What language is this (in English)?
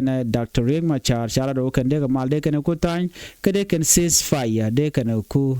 Nuer